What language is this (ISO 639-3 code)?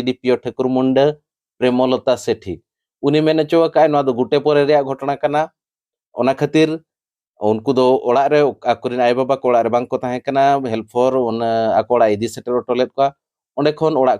sat